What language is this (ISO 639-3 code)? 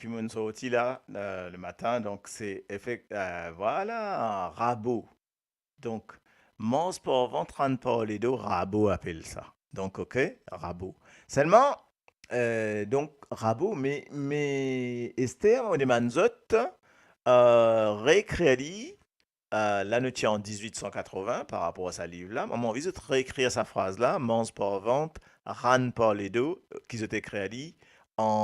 mfe